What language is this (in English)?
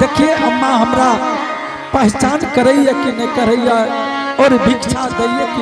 Angika